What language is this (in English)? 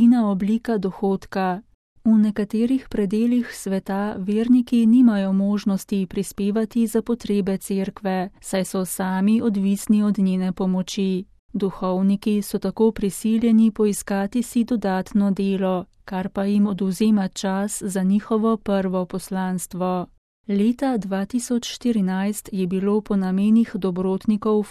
Slovenian